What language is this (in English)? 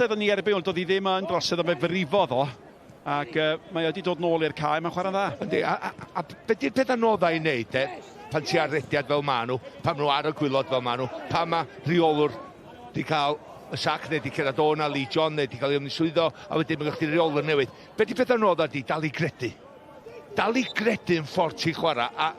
Welsh